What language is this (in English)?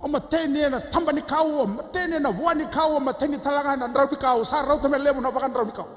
Fijian